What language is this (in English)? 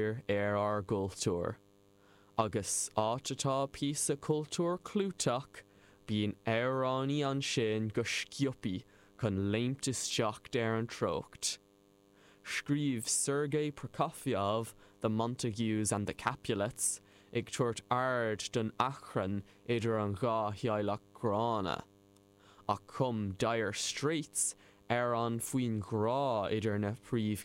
Irish